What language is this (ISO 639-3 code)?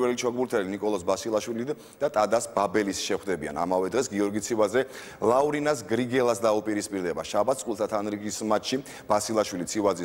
kat